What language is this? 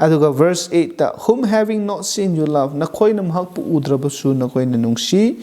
Manipuri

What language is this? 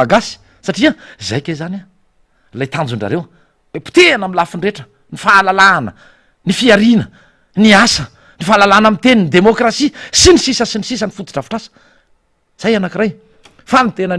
Malagasy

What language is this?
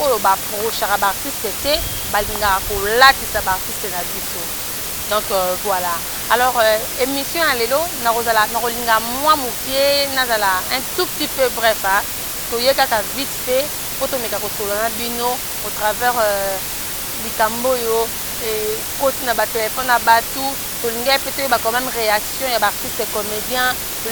Lingala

